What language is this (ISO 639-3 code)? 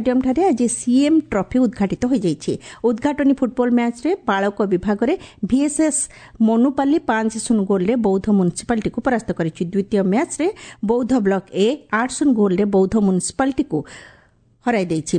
ori